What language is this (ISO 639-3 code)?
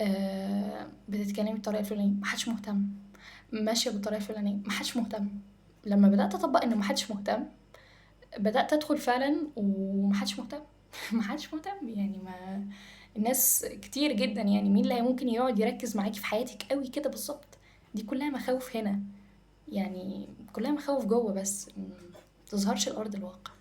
arz